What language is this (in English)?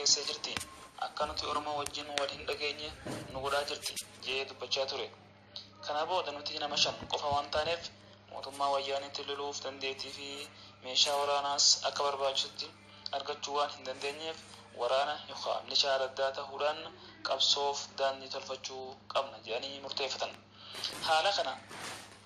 Oromo